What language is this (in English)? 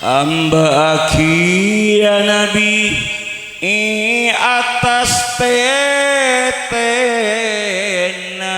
Madurese